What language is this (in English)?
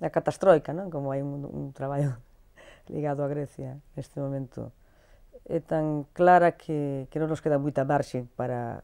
Galician